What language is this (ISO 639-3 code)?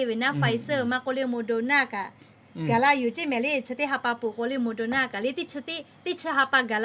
lhu